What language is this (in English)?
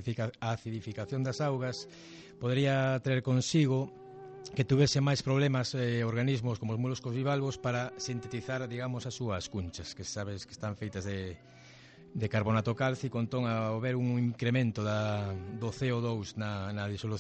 Galician